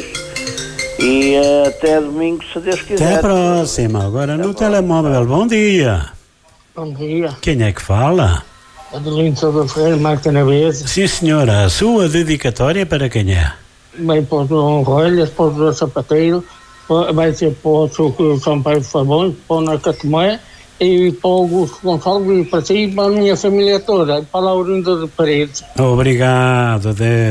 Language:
Portuguese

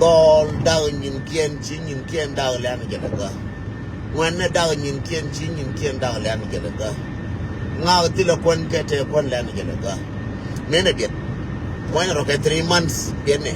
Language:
Nuer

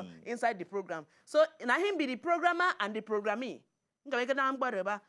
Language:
Nigerian Pidgin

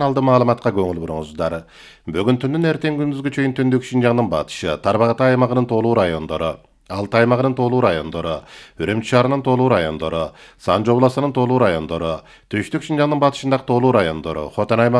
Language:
Kyrgyz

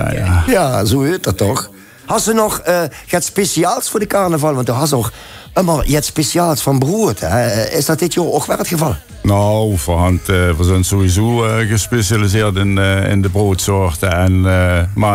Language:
Limburgish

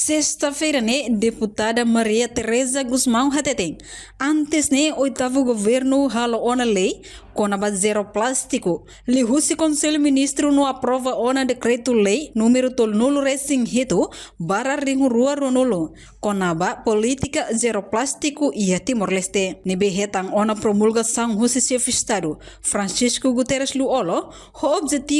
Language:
Tetum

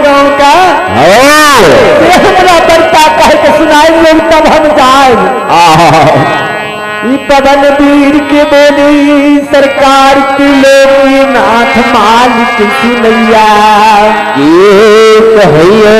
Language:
Maithili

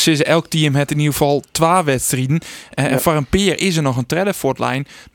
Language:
Western Frisian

